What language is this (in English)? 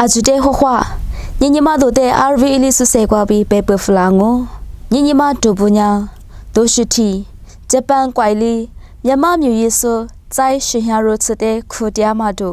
Lisu